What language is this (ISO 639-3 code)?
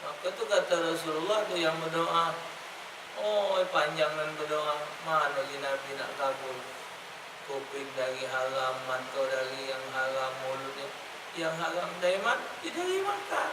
mui